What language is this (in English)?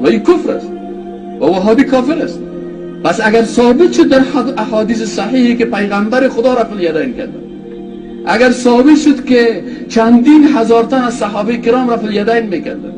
Persian